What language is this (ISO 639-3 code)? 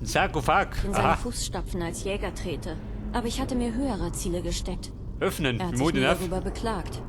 bar